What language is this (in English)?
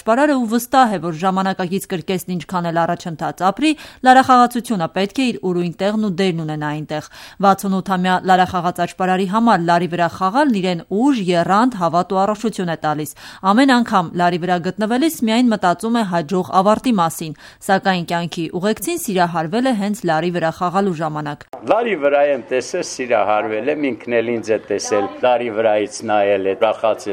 Armenian